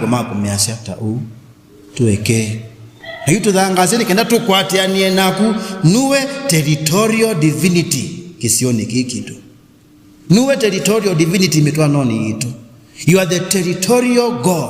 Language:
Kamba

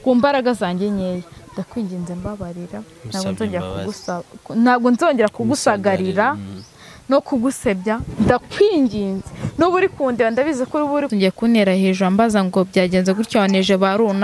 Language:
Kinyarwanda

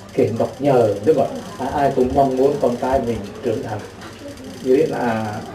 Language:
Central Mnong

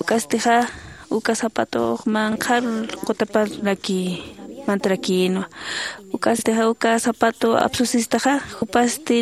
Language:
Aymara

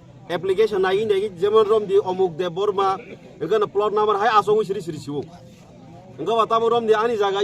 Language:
Kok Borok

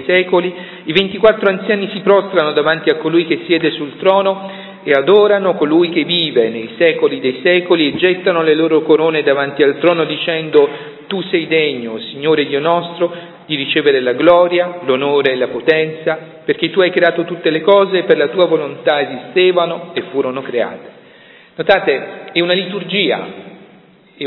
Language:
Italian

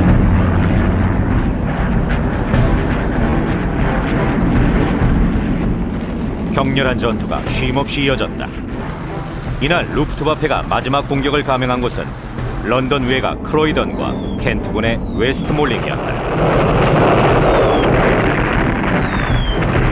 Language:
Korean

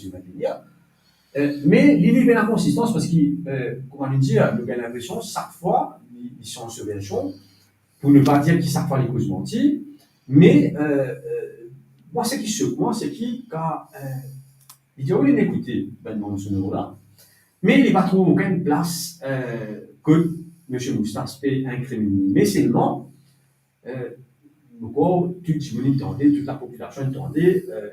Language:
Morisyen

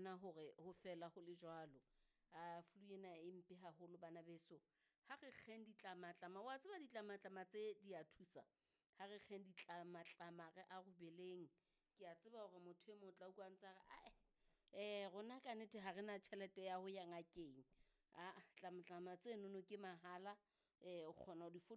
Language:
Southern Sotho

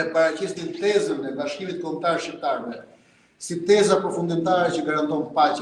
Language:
Albanian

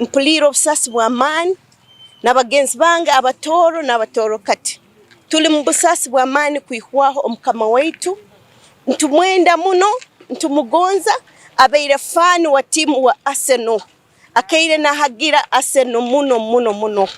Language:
Tooro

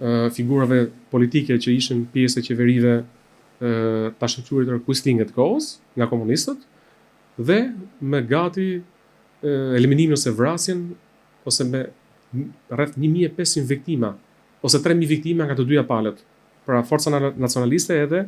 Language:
Albanian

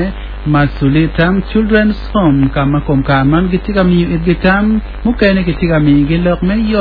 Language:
Acoli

